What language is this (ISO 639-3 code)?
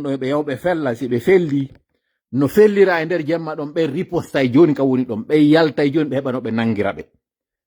fuf